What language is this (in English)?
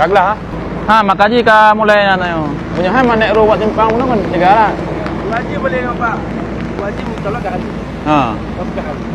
Achinese